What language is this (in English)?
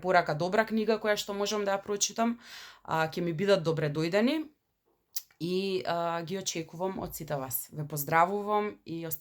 Macedonian